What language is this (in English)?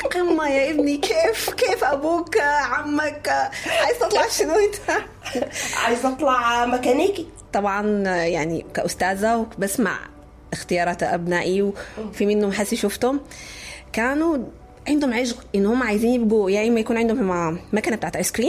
Sudanese Arabic